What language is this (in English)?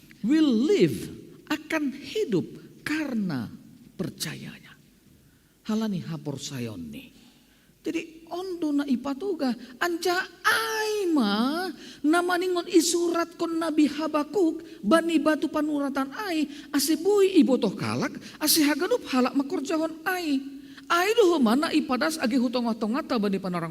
Batak Simalungun